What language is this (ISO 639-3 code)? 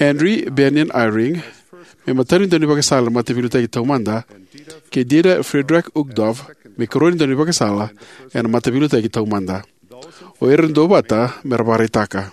fij